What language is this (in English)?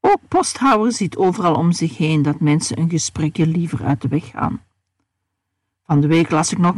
Dutch